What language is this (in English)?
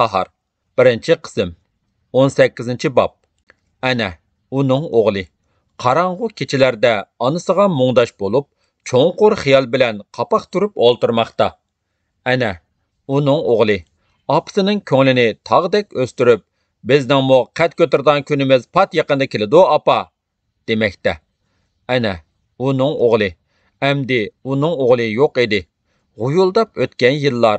Uyghur